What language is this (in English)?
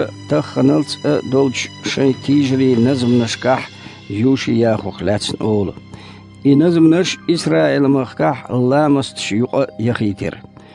Chechen